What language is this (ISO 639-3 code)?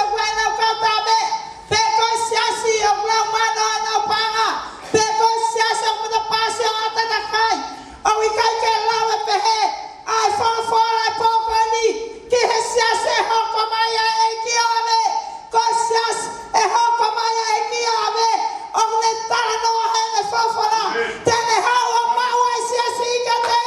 ton